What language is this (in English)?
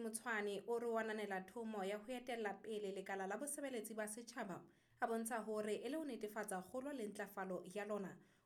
Southern Sotho